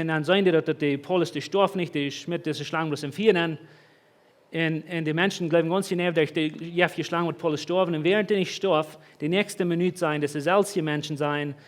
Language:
Plautdietsch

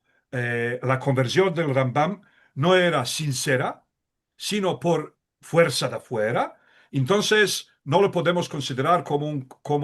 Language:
Ladino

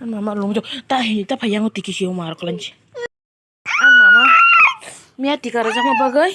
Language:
Kok Borok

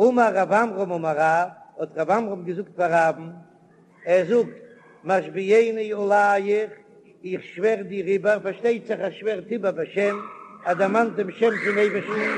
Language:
Yiddish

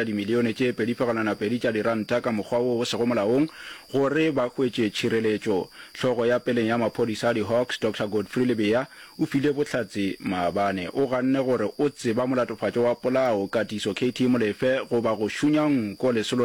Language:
Northern Sotho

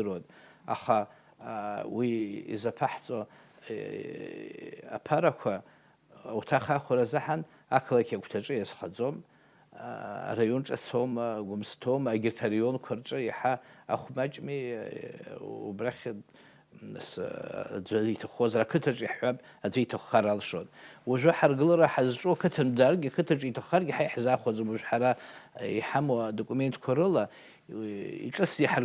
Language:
Abkhazian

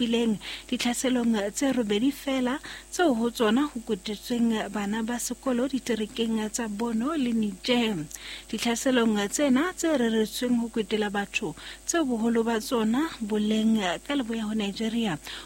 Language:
Southern Sotho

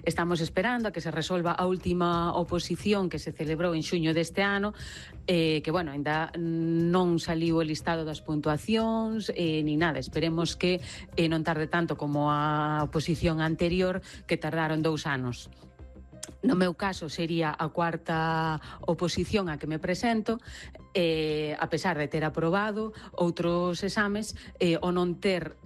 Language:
Galician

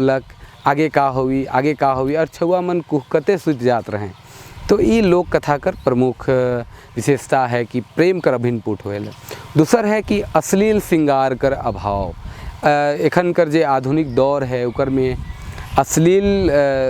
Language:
Sadri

